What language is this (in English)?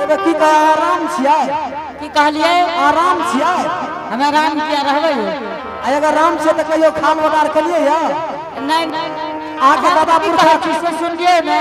Angika